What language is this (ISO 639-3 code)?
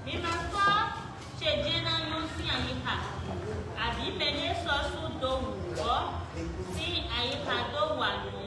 fon